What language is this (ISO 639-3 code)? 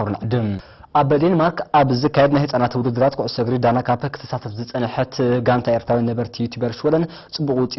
tir